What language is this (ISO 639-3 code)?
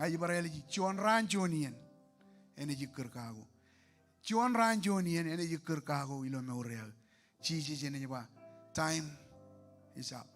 mah